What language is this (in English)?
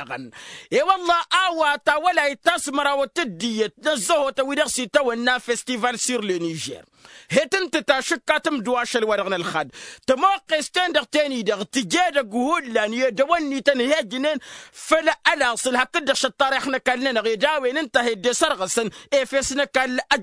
Tamasheq